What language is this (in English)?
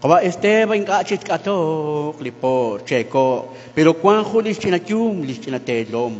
Kekchí